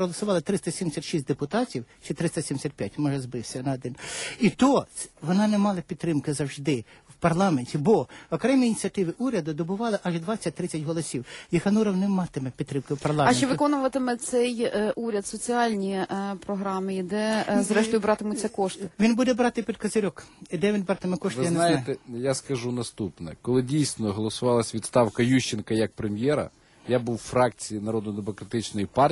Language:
Ukrainian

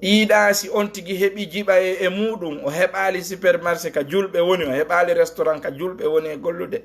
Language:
Fula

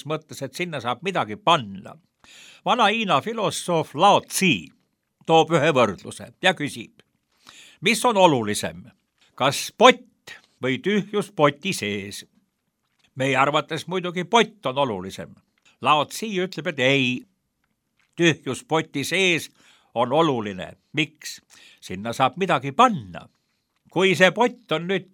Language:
Estonian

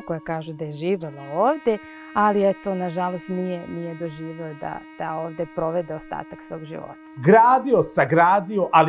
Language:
Serbian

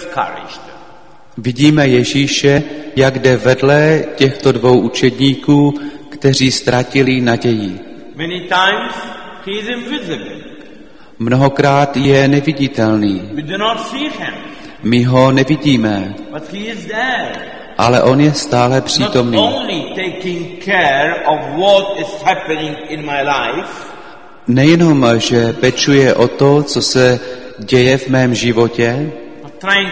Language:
Czech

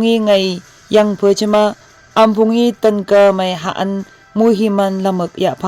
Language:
Phom Naga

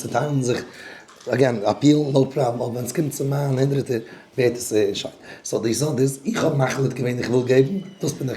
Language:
Yiddish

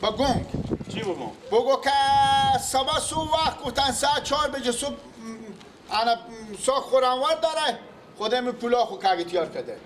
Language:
Persian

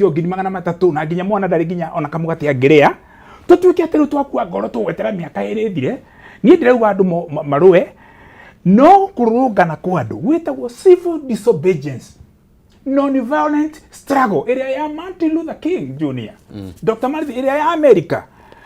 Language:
Kikuyu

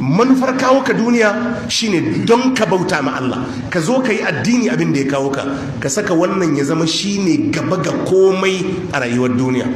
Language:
Hausa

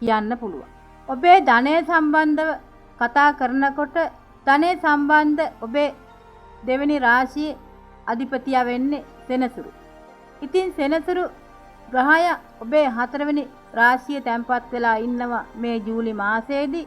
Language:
Sinhala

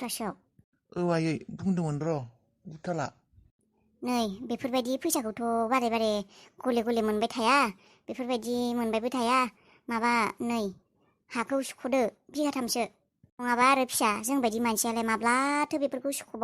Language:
Bodo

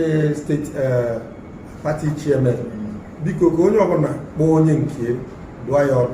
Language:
Igbo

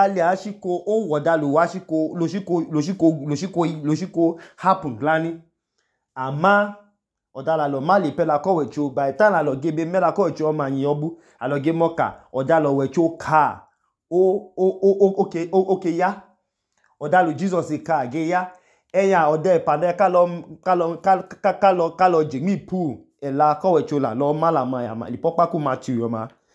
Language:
Idoma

